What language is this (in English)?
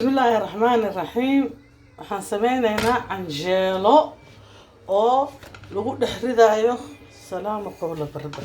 Somali